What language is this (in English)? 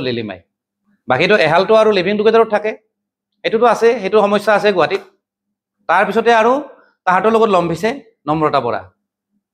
Assamese